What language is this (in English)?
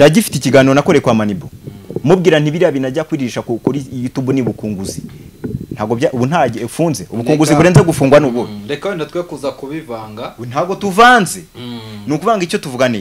Kinyarwanda